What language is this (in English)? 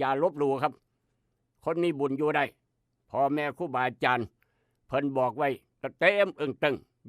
Northeastern Thai